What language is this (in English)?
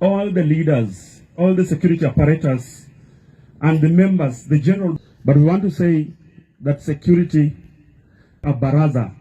Luo (Kenya and Tanzania)